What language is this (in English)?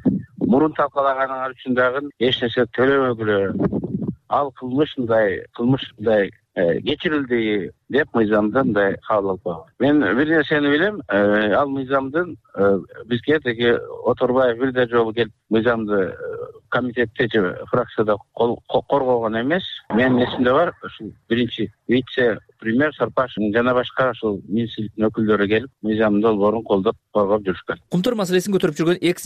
Kyrgyz